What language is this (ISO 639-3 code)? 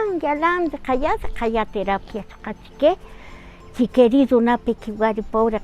cak